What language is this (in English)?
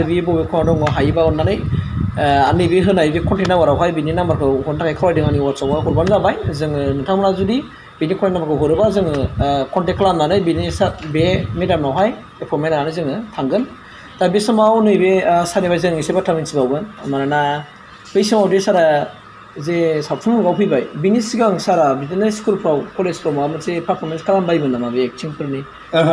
Bodo